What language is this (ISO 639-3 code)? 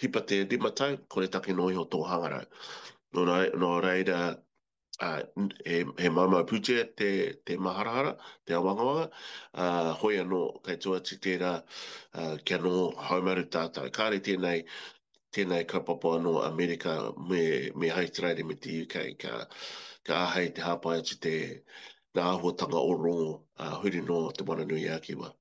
mri